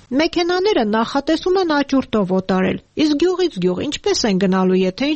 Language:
Armenian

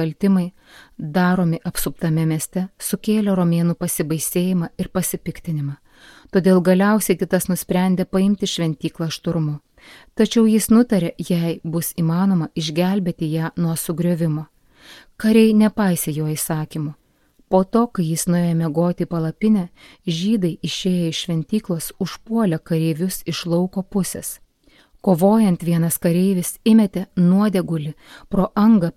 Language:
Lithuanian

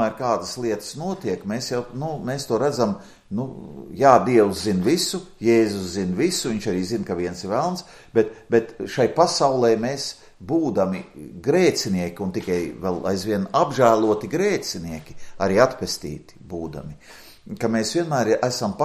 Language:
Latvian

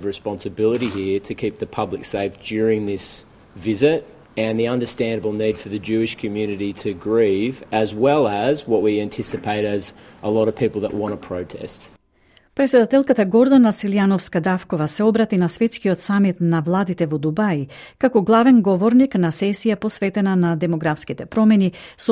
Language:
Macedonian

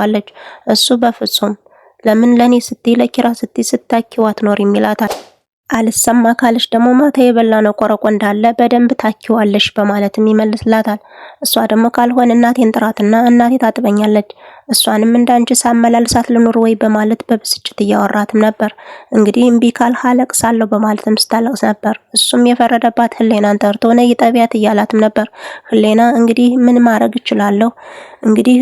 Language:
Amharic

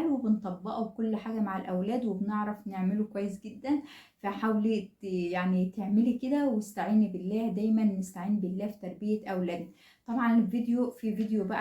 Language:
Egyptian Arabic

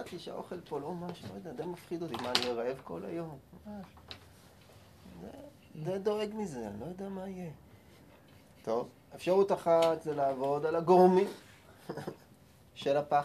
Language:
Hebrew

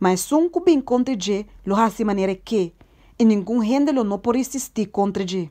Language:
Papiamento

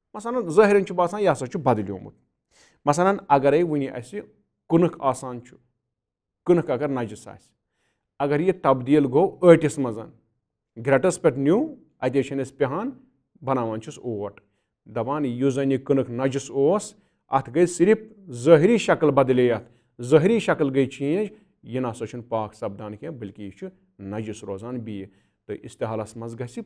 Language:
Kashmiri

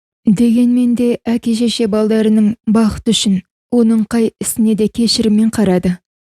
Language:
Kazakh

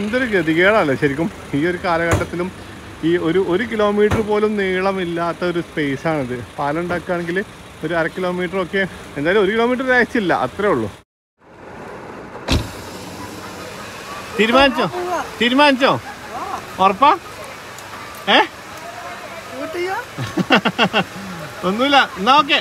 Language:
Malayalam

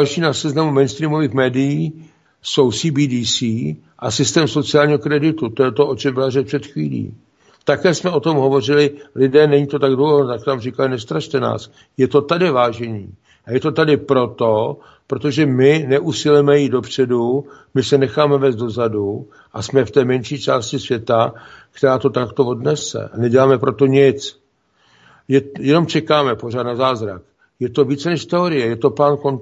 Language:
Czech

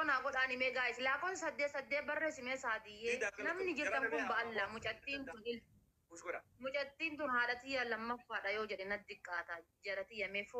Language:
Oromo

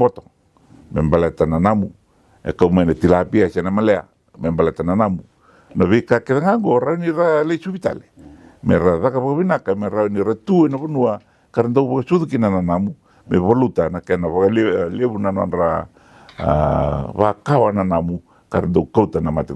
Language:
Fijian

